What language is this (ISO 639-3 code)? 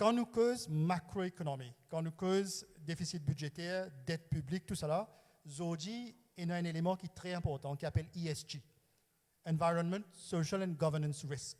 mfe